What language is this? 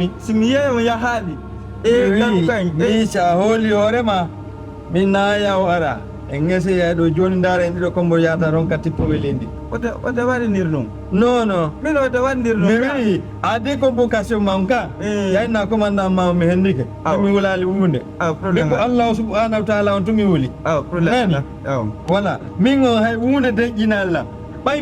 Fula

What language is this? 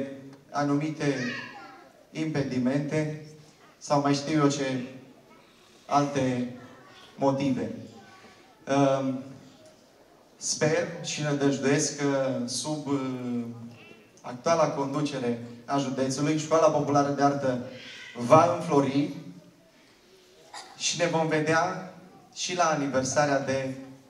Romanian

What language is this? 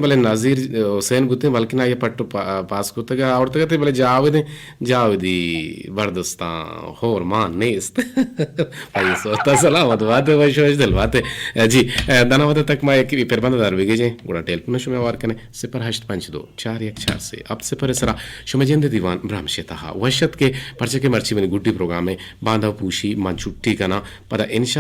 Eastern Balochi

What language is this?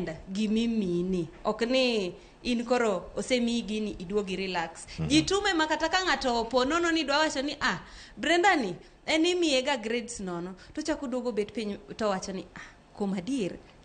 Luo (Kenya and Tanzania)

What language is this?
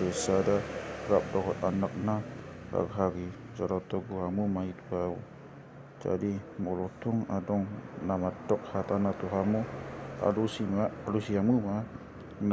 Batak Toba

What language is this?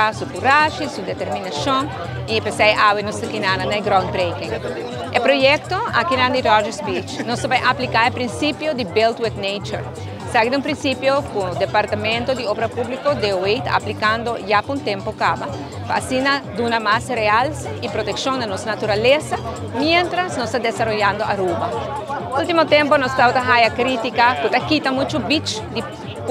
Papiamento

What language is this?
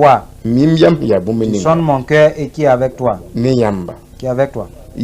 Mossi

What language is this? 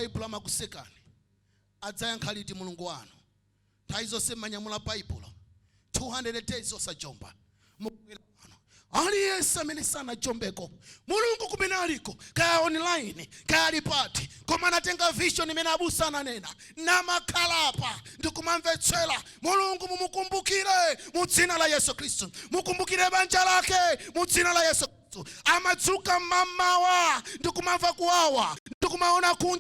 Nyanja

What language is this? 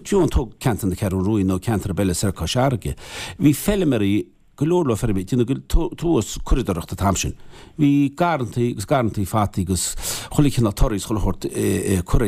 Irish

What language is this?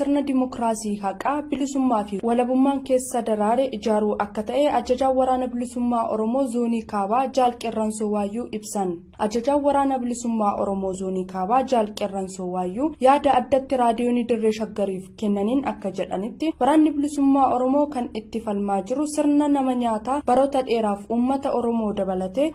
Oromo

